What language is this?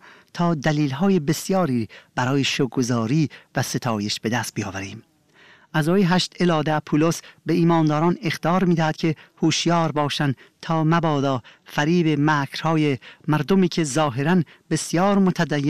Persian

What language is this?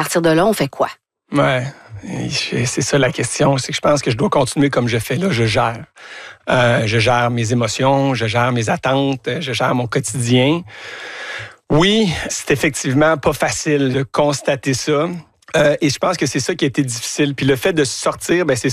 French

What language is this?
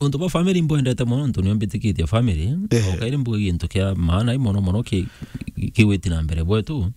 Meru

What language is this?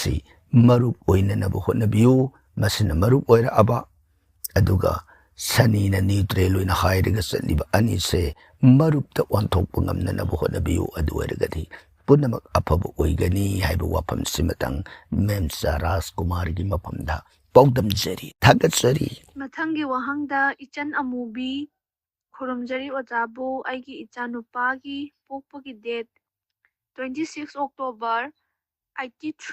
Manipuri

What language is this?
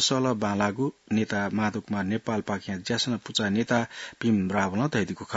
Newari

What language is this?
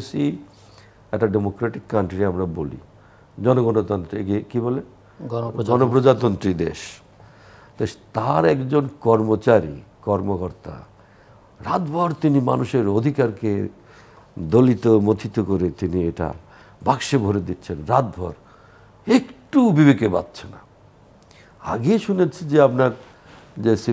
Bangla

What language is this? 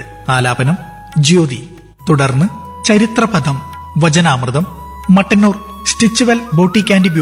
Malayalam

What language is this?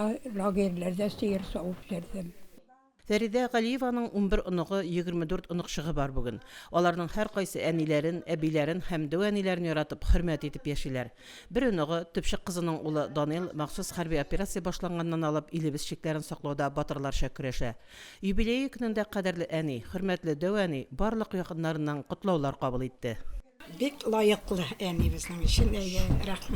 Tatar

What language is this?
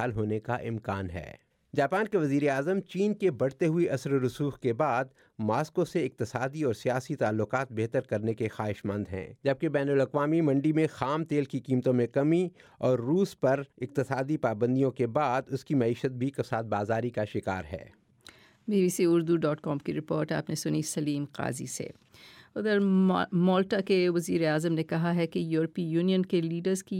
Urdu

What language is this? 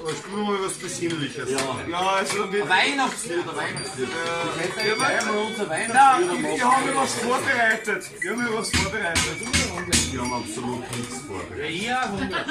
Bavarian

